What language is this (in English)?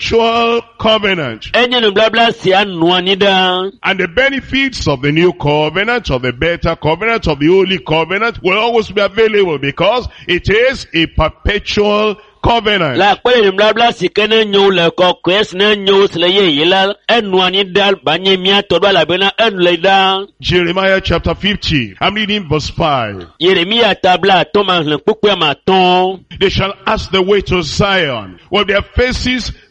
Ewe